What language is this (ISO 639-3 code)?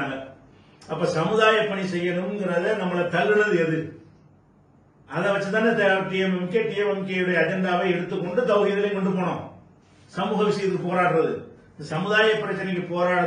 tam